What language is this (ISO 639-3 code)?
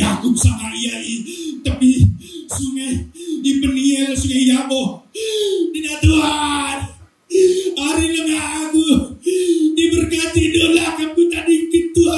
btx